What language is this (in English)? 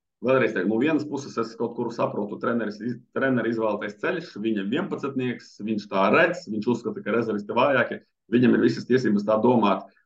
Latvian